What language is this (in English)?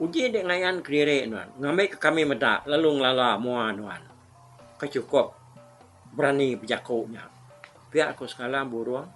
Iban